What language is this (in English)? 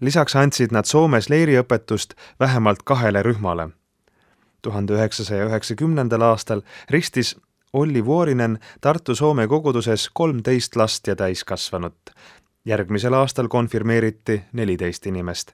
Estonian